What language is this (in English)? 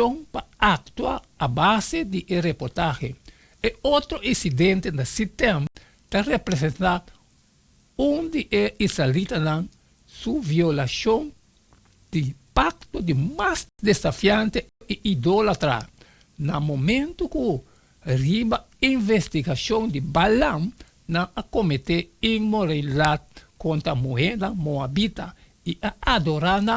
Papiamento